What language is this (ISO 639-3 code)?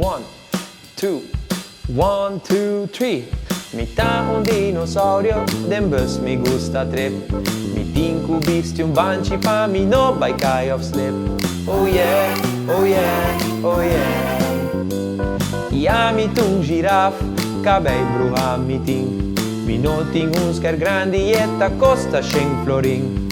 pap